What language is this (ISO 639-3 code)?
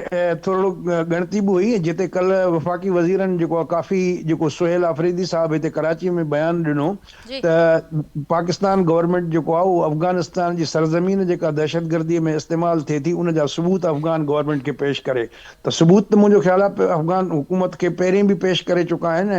snd